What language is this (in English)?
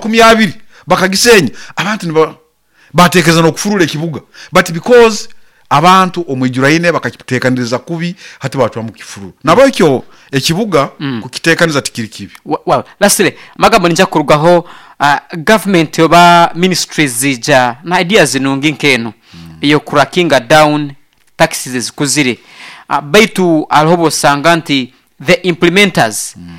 Nyoro